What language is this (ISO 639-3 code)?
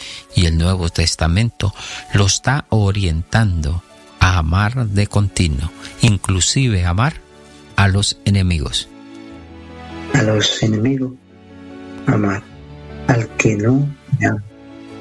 spa